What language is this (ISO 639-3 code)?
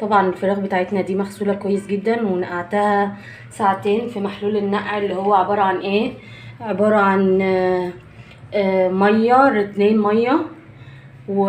arz